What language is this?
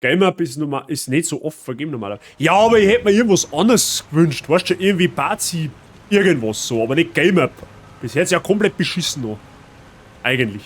Bavarian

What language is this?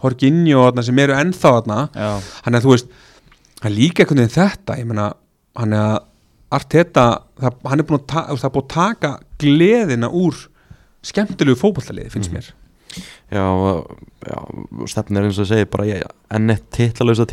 Icelandic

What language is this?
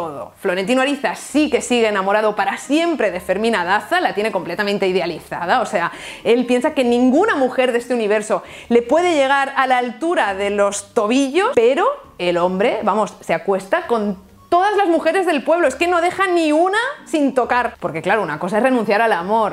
Spanish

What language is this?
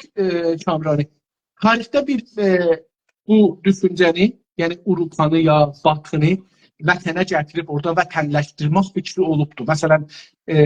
South Azerbaijani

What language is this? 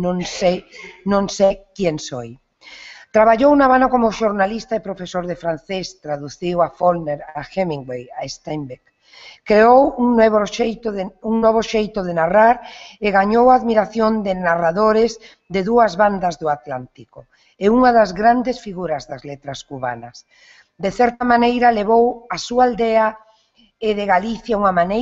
Galician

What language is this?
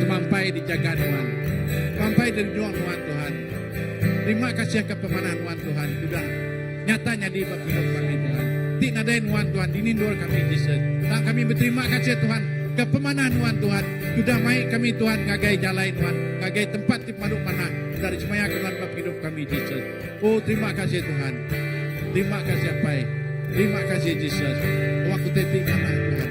Iban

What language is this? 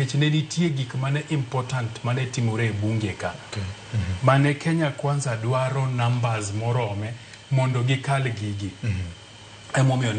Luo (Kenya and Tanzania)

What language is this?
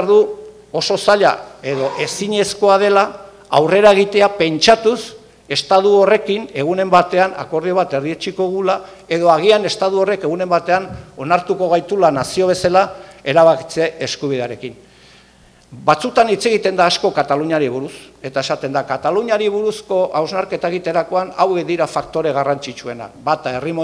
Basque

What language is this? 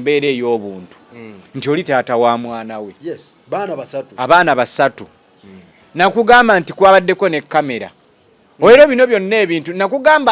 Ganda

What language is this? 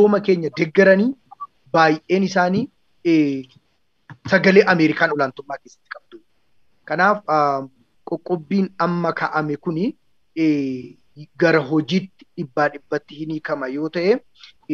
Oromo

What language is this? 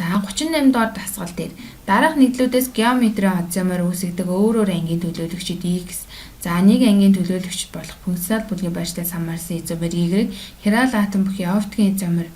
Mongolian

